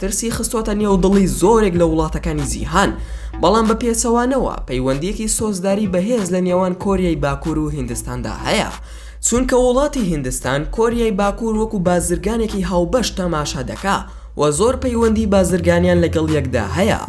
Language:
Central Kurdish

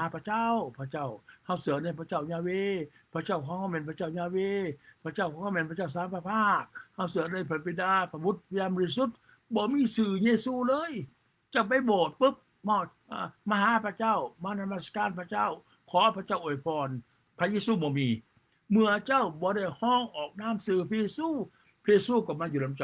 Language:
Lao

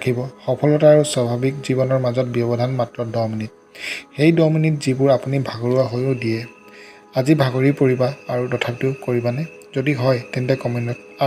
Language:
Assamese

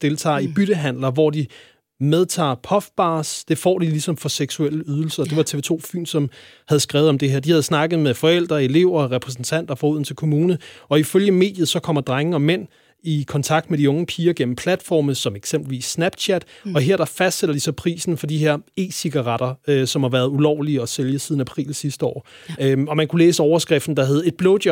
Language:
Danish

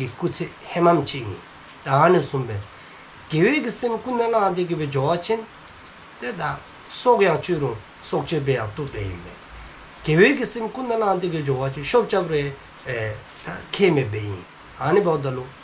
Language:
Dzongkha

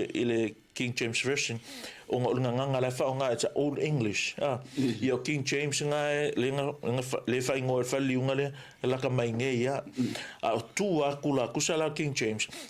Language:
Samoan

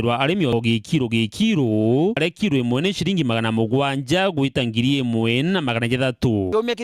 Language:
Meru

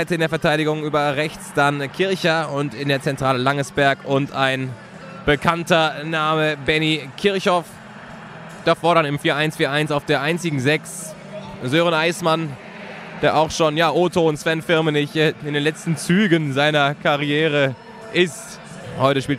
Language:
German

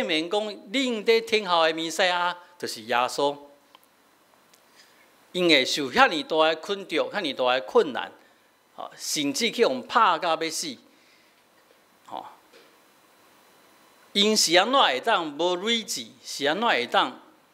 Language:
Min Nan Chinese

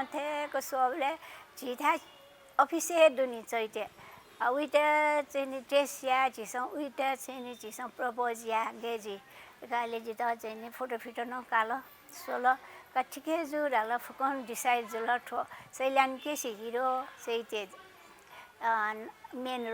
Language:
Newari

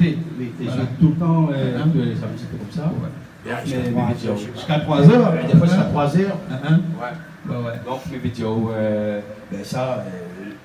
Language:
Réunion Creole French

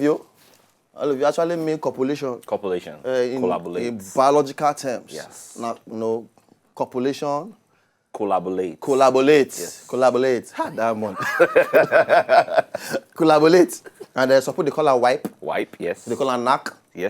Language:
Nigerian Pidgin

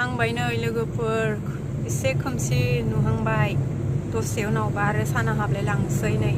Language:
Bodo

